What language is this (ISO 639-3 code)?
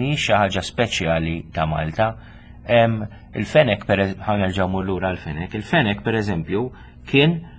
mlt